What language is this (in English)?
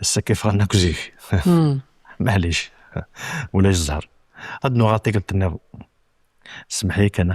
Kabyle